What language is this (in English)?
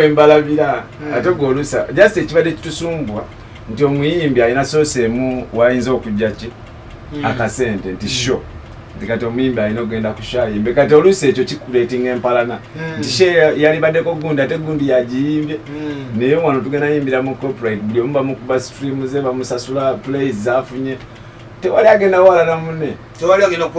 Ganda